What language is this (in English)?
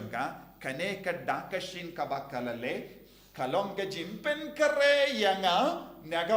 Khasi